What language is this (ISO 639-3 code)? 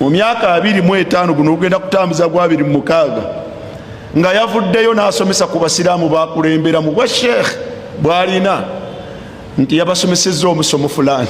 lug